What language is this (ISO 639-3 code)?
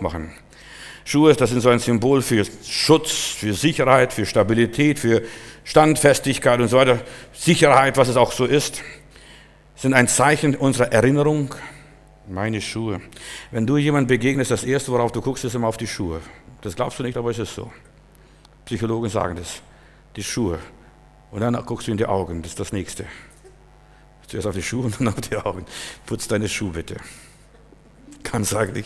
deu